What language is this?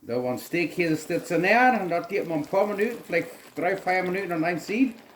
Plautdietsch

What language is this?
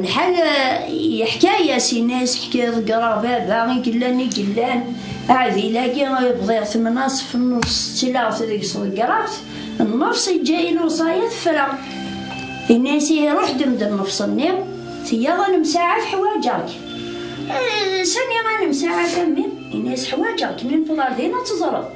Kabyle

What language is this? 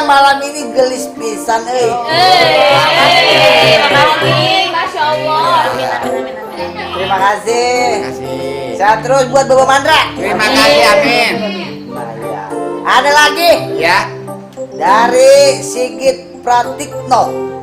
Betawi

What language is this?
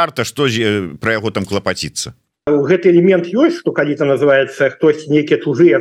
Belarusian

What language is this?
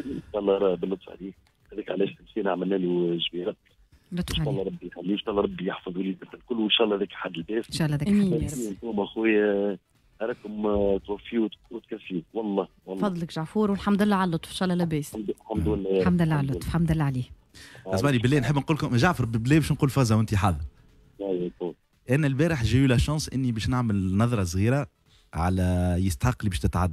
Tunisian Arabic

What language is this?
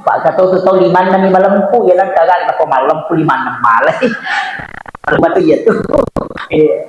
Buginese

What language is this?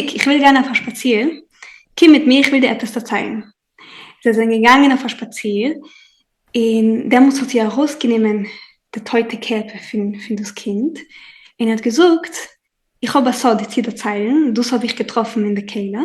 Yiddish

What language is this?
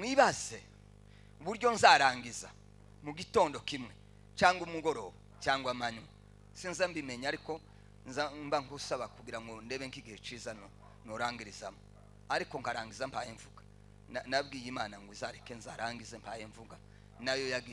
Kinyarwanda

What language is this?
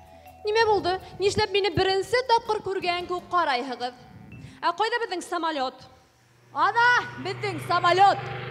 Bashkir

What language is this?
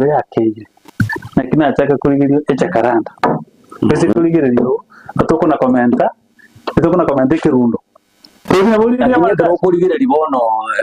Gusii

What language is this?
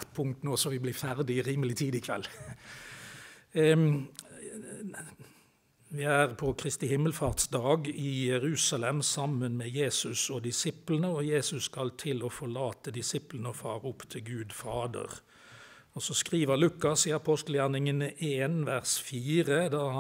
Norwegian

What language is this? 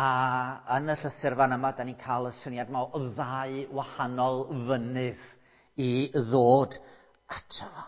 Welsh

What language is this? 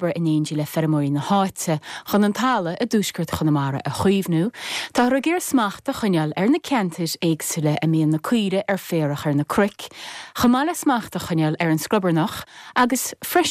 Irish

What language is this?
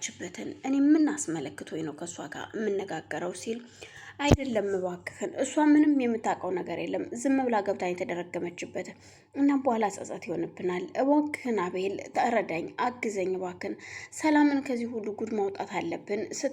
Amharic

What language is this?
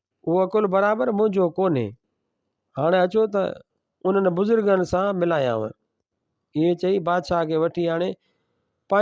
Sindhi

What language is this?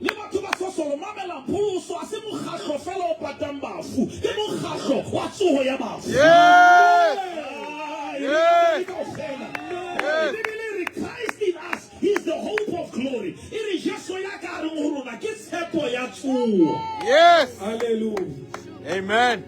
Southern Sotho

